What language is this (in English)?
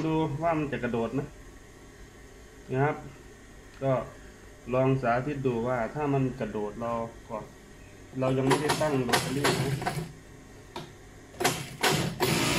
Thai